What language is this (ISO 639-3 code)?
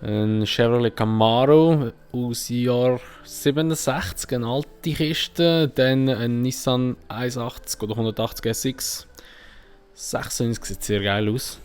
gsw